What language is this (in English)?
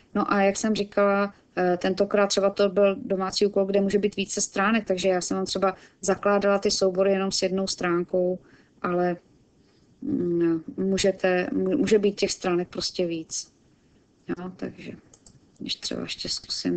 Czech